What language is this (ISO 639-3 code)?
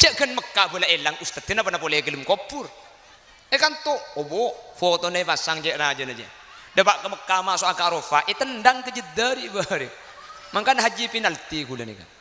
mad